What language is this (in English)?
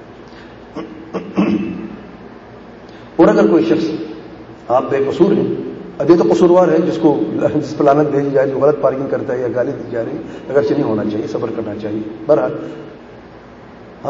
Urdu